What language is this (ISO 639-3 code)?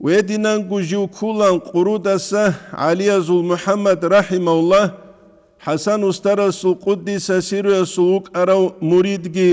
ava